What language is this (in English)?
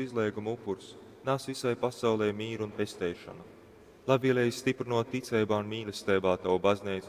Latgalian